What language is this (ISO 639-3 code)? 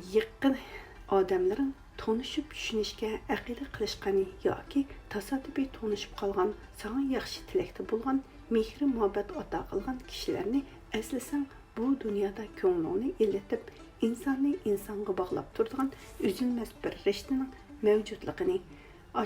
uig